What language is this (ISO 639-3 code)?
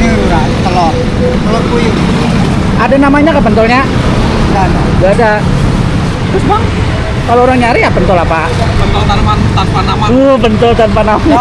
bjn